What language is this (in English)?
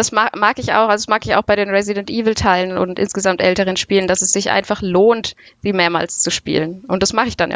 German